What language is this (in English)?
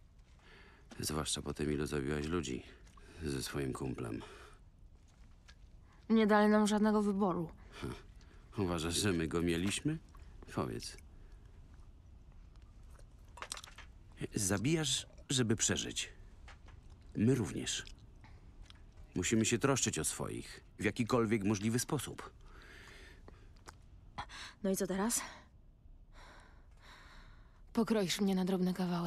Polish